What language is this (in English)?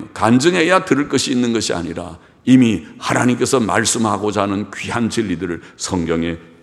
Korean